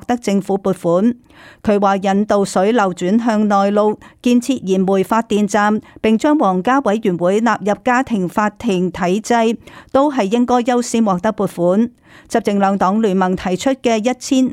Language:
Cantonese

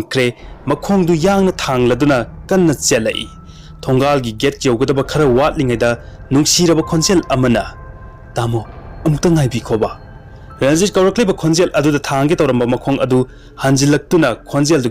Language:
Manipuri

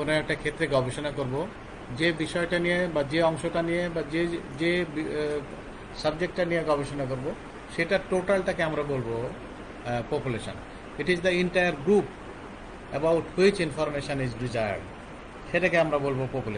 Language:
Bangla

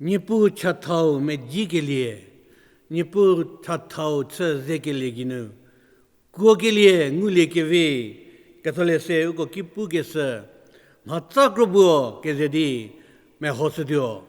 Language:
Angami Naga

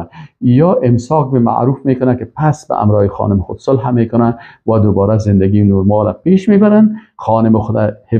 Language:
Persian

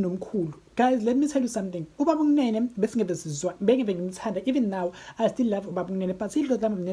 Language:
Zulu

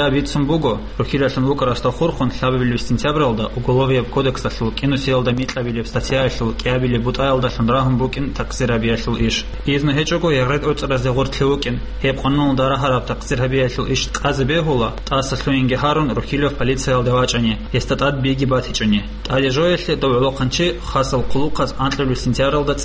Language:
Avaric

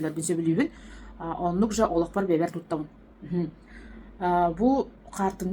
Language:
Yakut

